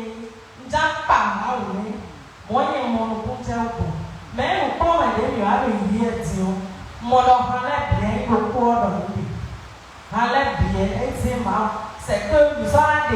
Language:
Fon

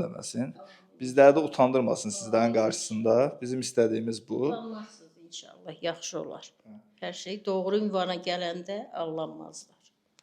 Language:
Azerbaijani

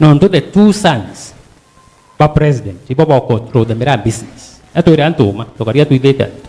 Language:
Meru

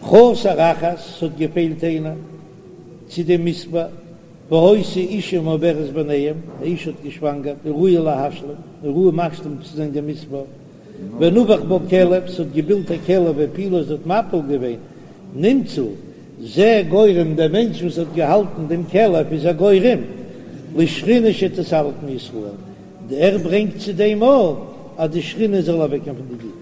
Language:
Yiddish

